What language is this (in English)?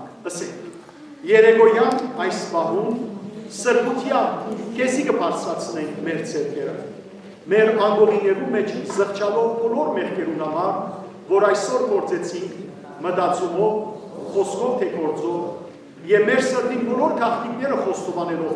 Western Armenian